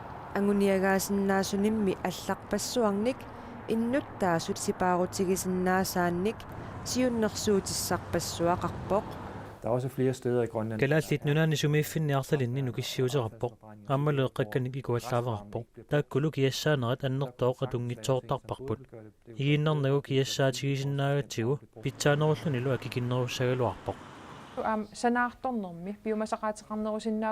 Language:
Kalaallisut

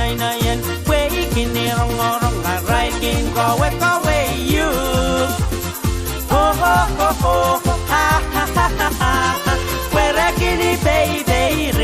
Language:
Pohnpeian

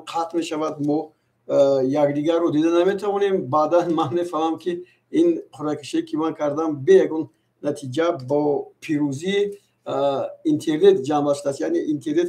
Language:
Tajik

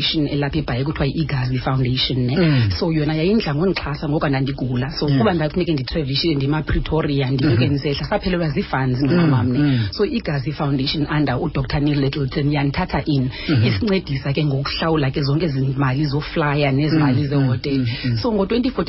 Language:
Xhosa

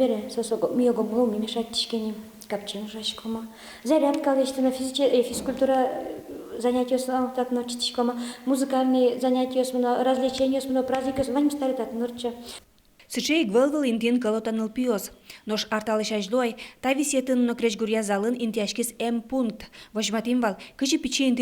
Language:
Udmurt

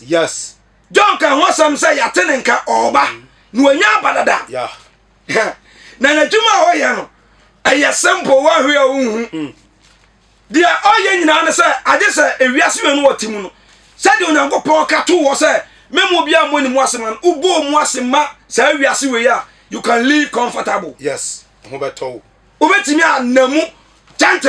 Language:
Akan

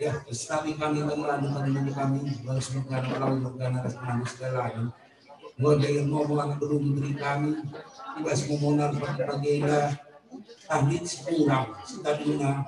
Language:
Batak Karo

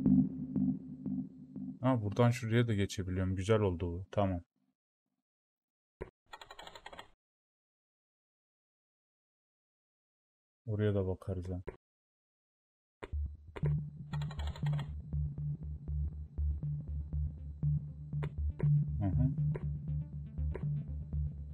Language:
Turkish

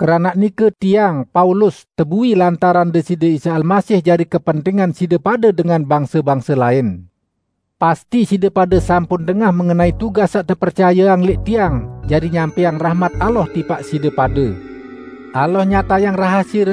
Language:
Sasak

